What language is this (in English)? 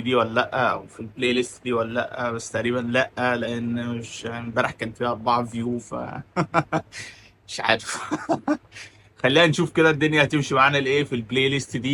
Egyptian Arabic